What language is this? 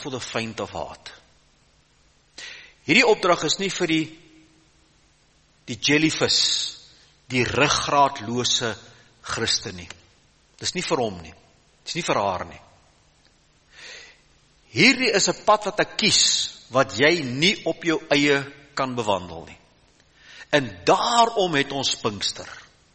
Afrikaans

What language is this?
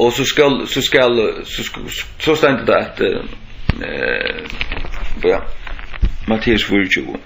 Faroese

